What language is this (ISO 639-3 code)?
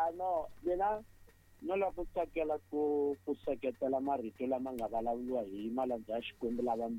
tso